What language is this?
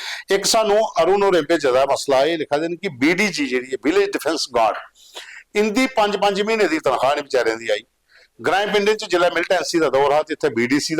Dogri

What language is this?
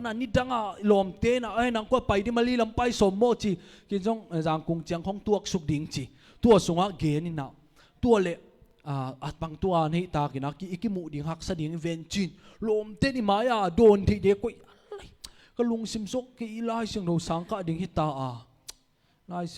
Tedim Chin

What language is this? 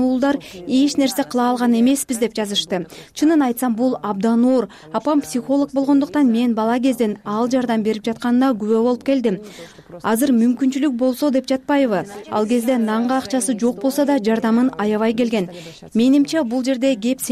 Kyrgyz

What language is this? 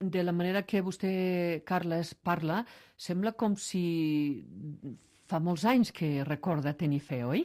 Catalan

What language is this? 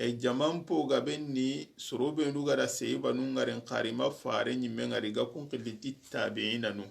Soninke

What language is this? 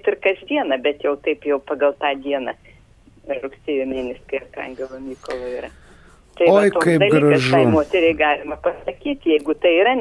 Lithuanian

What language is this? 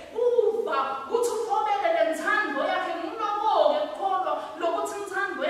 Swati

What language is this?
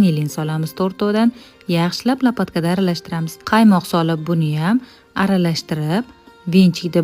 Uzbek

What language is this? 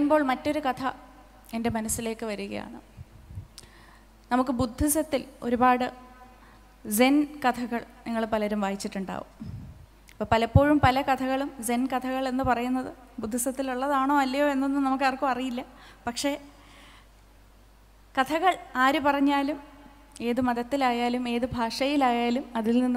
Malayalam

